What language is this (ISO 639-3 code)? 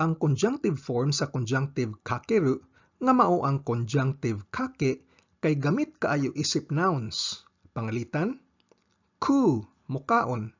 ceb